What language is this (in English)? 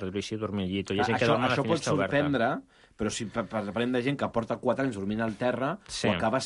Catalan